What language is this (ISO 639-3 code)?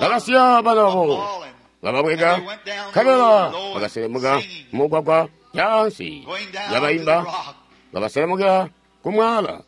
toi